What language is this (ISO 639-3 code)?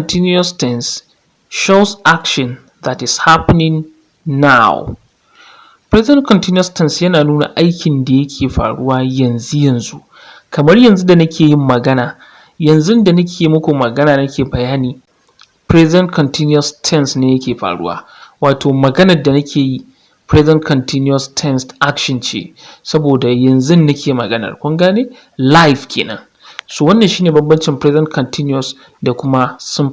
hau